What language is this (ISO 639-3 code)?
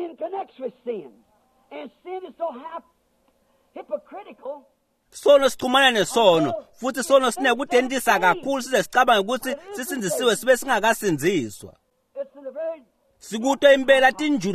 ssw